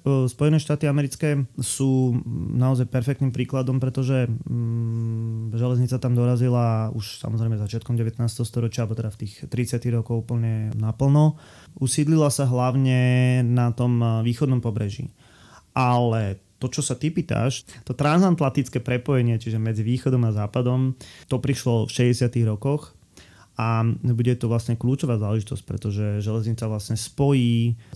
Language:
Slovak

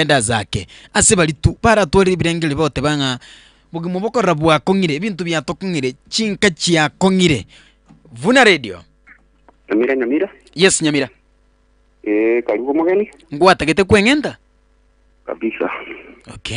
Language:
Gusii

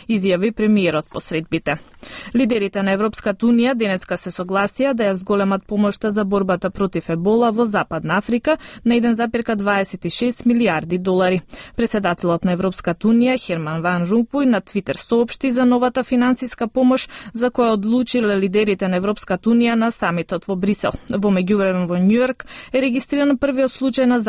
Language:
Macedonian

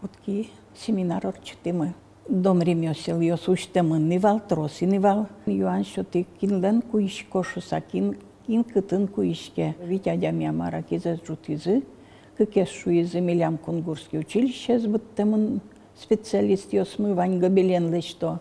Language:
Udmurt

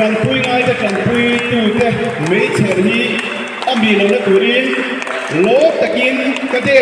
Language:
Mizo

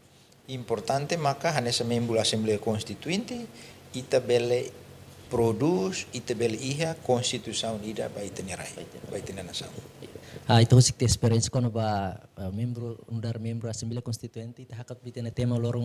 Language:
Tetum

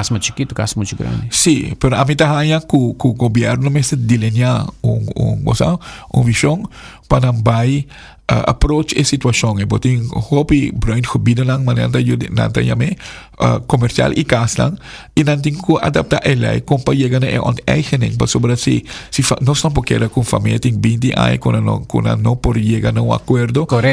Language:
Papiamento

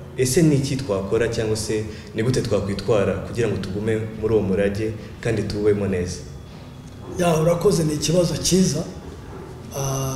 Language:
Kinyarwanda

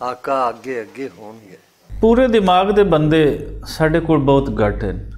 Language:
Western Panjabi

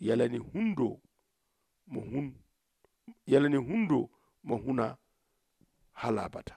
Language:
Zarma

